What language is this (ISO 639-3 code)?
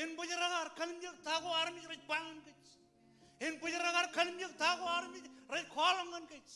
mah